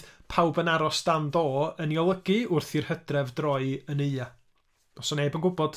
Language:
Welsh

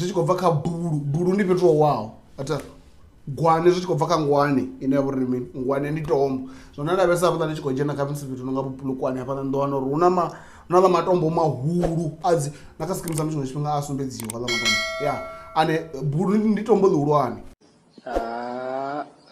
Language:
Venda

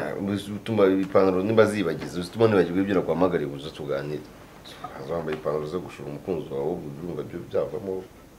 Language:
Kinyarwanda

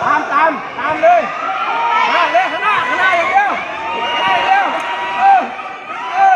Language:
Lao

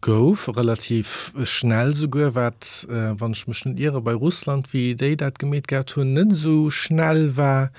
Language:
Luxembourgish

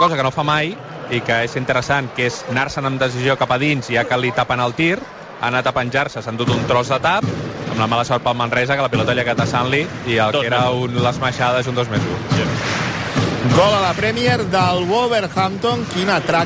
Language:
Catalan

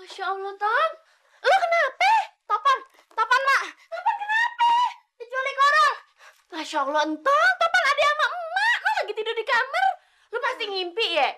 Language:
Betawi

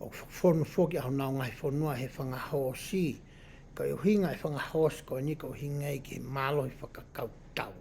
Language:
Tongan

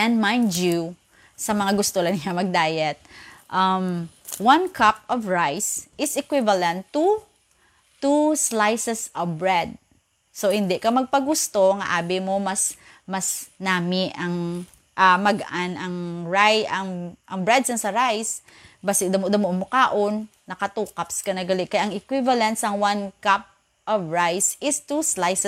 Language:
Hiligaynon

